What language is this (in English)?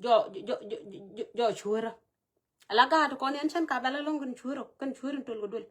Nuer